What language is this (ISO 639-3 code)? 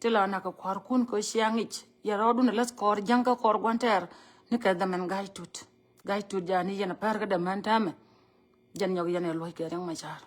nus